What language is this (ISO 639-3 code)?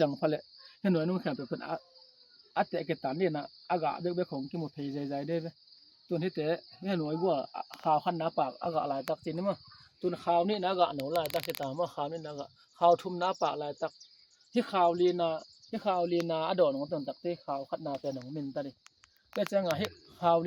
ctd